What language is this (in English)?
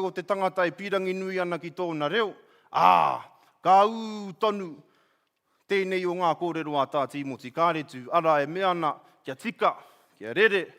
Māori